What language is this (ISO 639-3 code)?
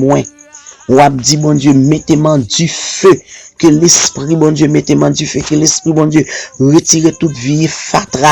hat